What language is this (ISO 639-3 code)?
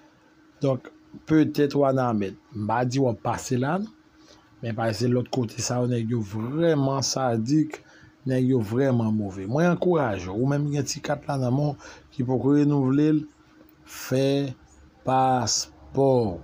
hat